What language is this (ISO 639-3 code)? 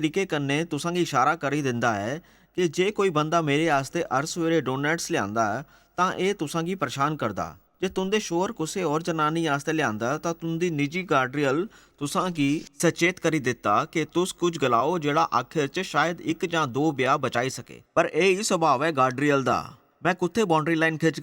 doi